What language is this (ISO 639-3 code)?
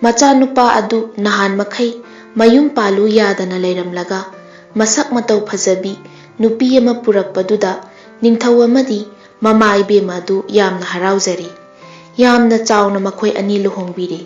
mni